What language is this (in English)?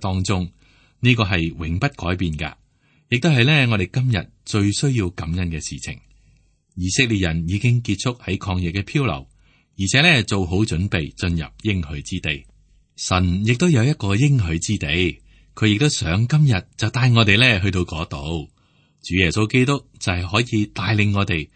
Cantonese